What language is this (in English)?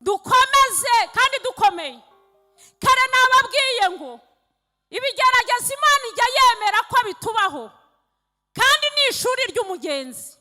Kinyarwanda